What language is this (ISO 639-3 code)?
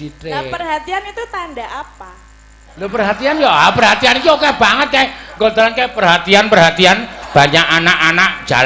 jav